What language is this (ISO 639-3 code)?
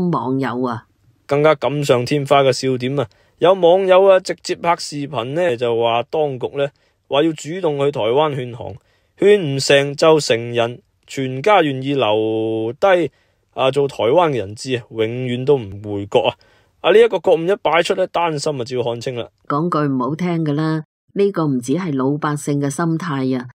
yue